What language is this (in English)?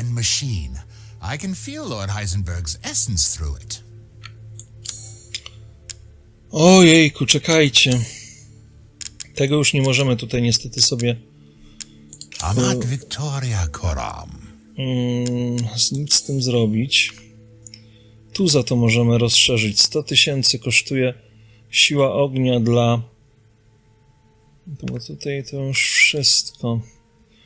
Polish